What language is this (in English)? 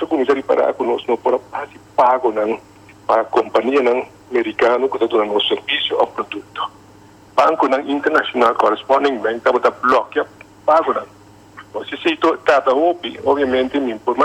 Papiamento